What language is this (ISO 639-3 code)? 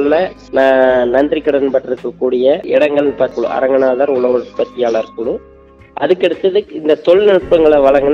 tam